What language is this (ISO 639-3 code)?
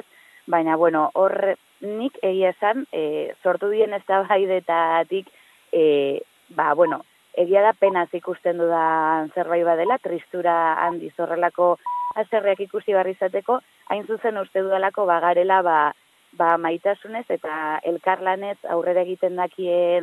eus